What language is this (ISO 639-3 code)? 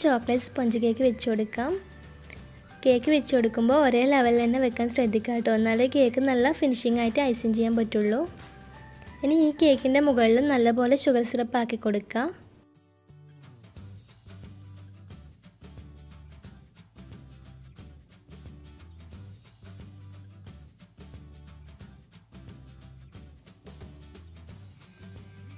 mal